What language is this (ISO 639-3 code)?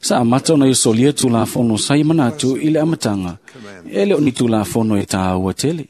smo